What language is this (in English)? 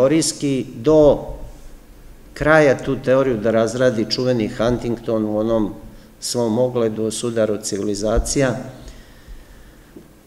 Serbian